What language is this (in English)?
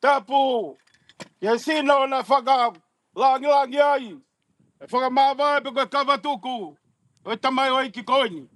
Tongan